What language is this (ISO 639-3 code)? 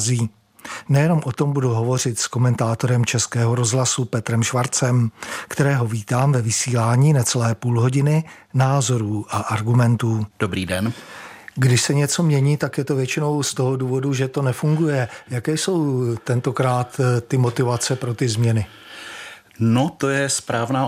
ces